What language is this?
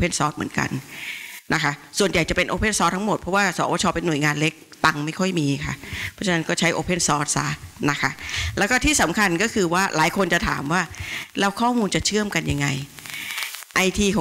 Thai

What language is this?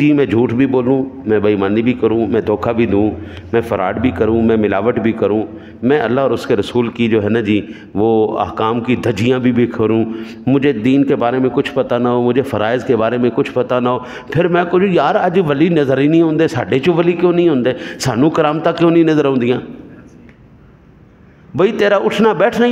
Urdu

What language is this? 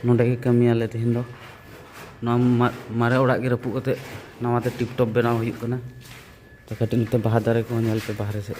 Santali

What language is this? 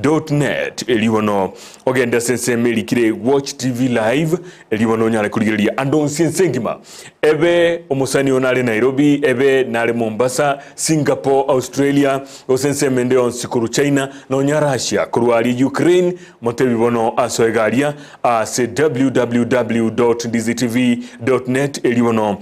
Gusii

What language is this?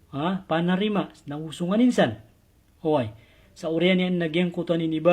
Maranao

